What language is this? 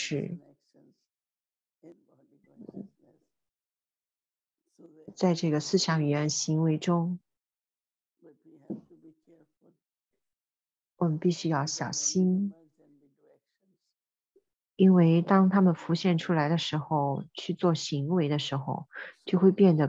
Chinese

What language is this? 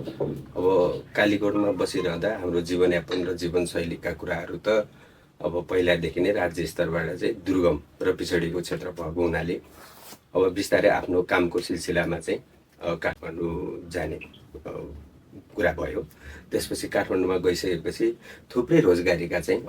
Nepali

